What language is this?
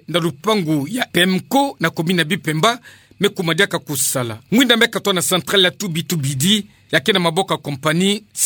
Kituba (Democratic Republic of Congo)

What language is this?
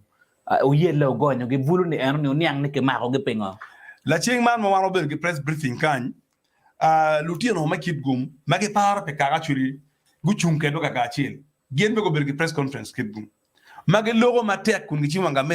Acoli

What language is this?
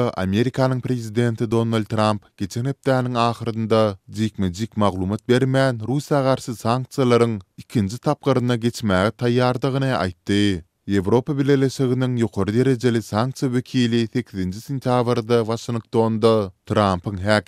Turkmen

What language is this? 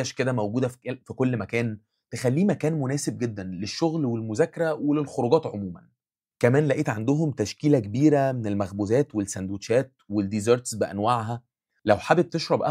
Egyptian Arabic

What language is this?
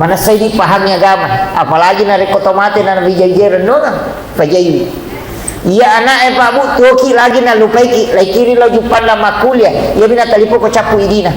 Buginese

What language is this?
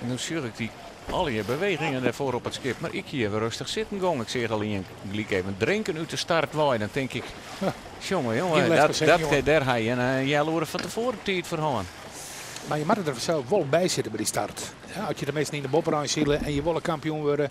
Western Frisian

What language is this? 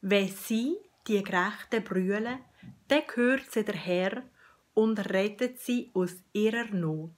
Swiss German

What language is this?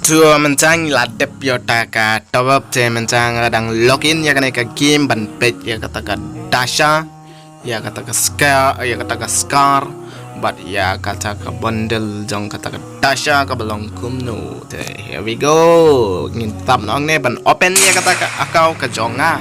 Khasi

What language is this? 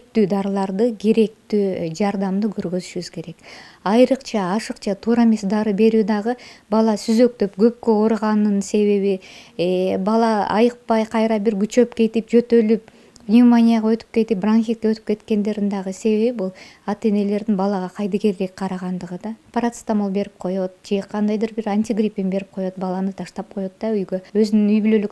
Kyrgyz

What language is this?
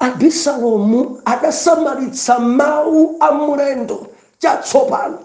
Nyanja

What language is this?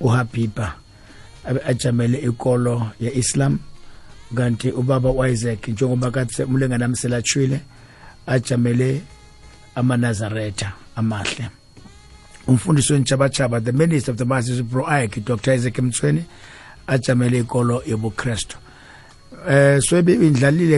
South Ndebele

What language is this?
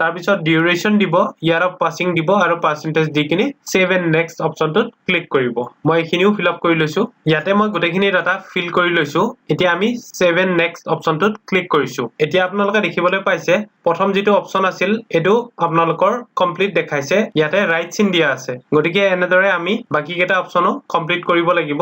Assamese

